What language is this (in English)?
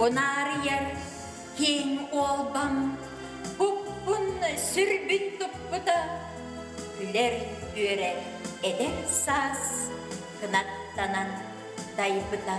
Yakut